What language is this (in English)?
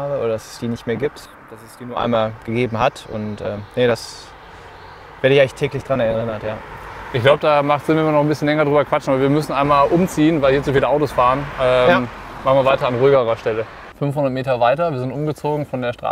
German